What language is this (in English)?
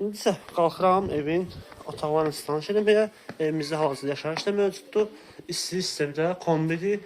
Azerbaijani